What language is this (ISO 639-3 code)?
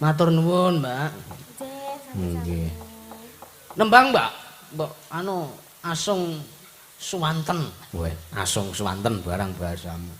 jav